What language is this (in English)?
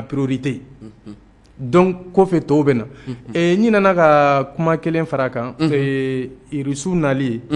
Bambara